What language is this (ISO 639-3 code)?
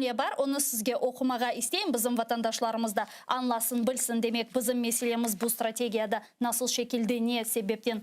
crh